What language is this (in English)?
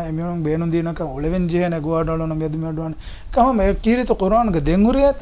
Divehi